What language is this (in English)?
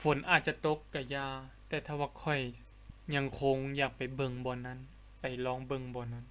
Lao